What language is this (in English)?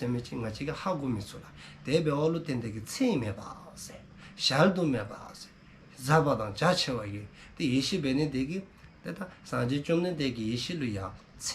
Dzongkha